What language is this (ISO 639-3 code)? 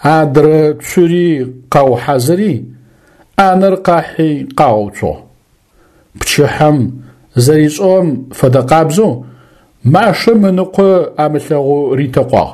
ady